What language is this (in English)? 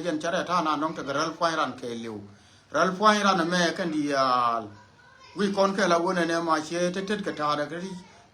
Nuer